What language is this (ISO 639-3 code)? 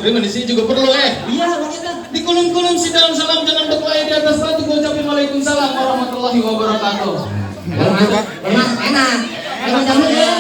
bew